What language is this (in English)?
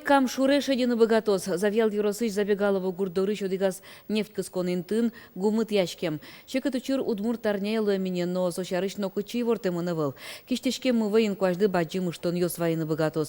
Udmurt